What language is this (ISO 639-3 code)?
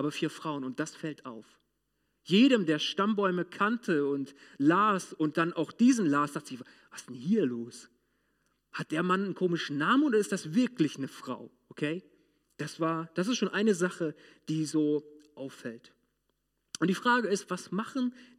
deu